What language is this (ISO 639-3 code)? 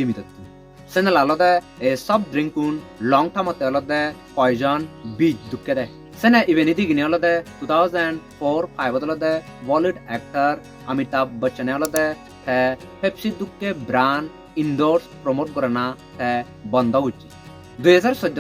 ccp